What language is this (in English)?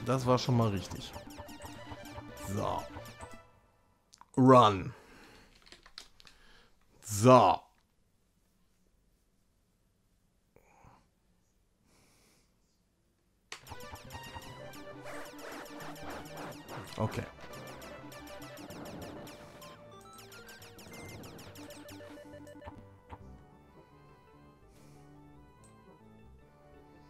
German